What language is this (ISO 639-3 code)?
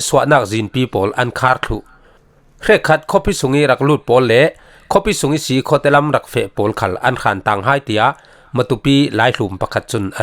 cfm